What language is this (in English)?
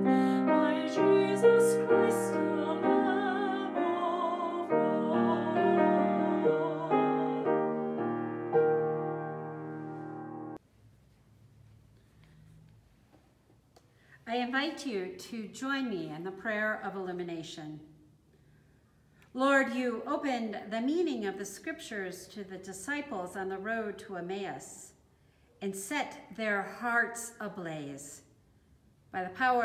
English